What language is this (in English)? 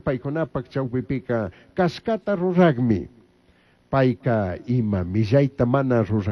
Chimborazo Highland Quichua